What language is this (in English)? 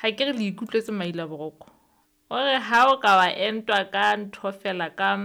Southern Sotho